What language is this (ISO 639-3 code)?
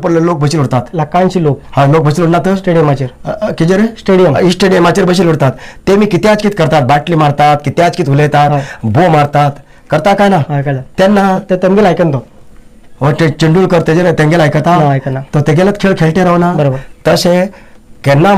kok